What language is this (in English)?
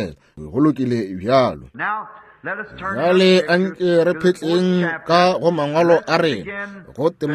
Northern Sotho